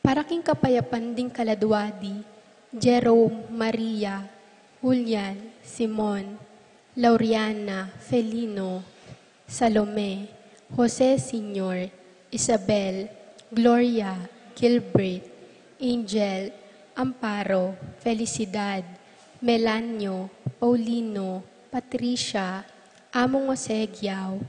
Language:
Pampanga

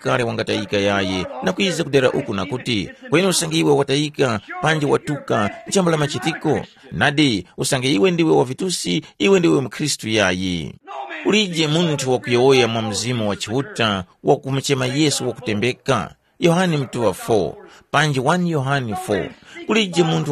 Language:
Tumbuka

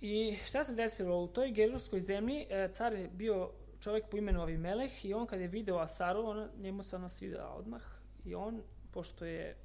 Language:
Serbian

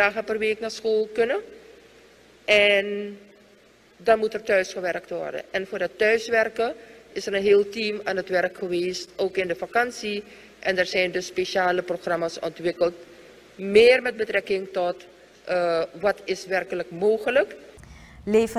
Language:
Dutch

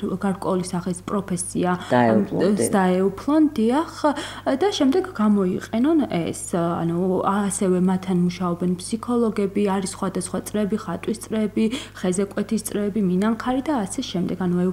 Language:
Georgian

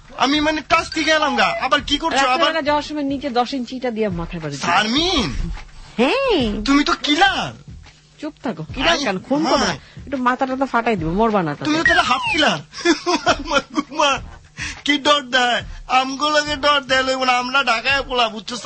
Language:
Bangla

